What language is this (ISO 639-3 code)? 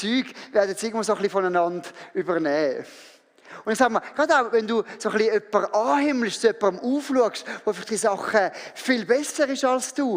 gsw